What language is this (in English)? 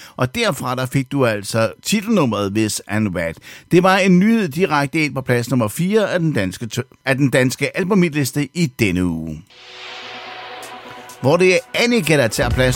Danish